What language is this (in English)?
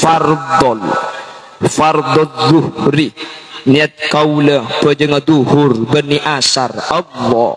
Madurese